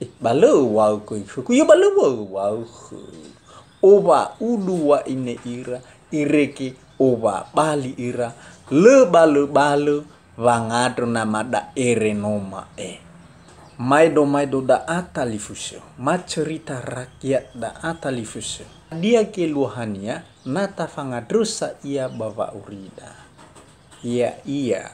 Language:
Nias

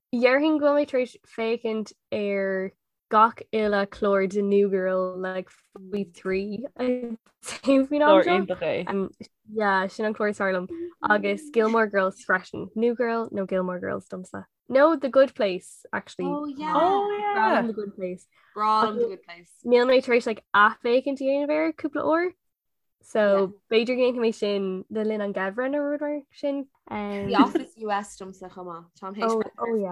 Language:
Irish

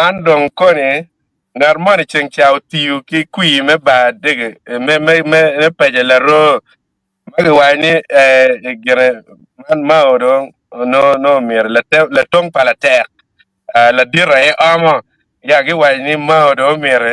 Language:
Acoli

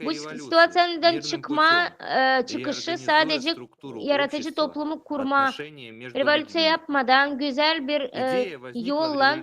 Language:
Gagauz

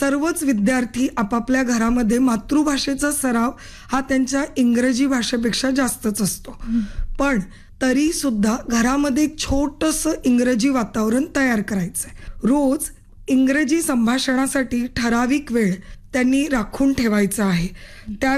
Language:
Marathi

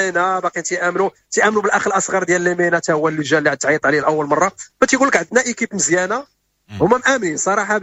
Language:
Moroccan Arabic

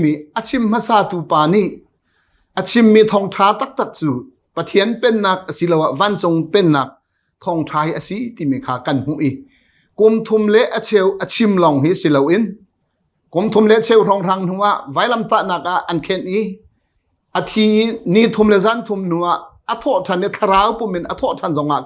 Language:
Hakha Chin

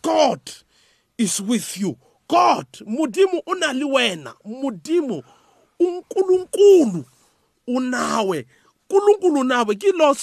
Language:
South Ndebele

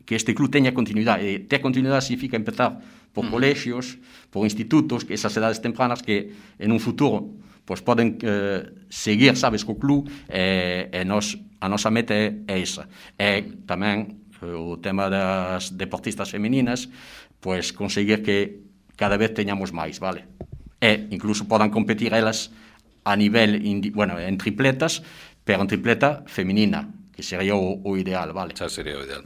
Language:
Galician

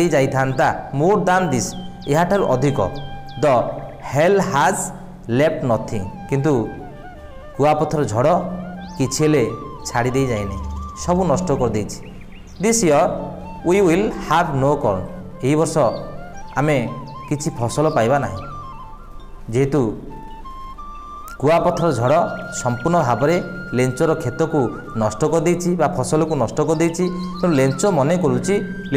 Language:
Odia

